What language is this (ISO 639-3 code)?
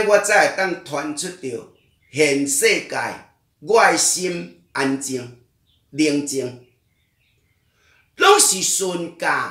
nan